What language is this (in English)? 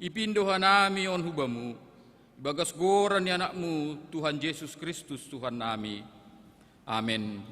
Batak Simalungun